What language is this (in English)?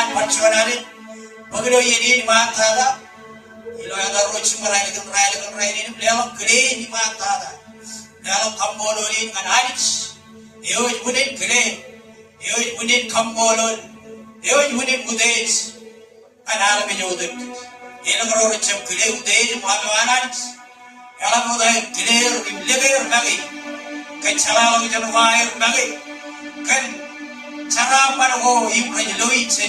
Marshallese